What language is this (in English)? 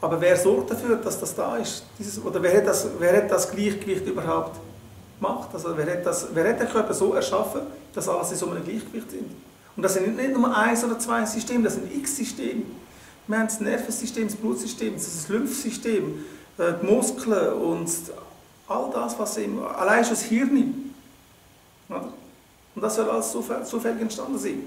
Swiss German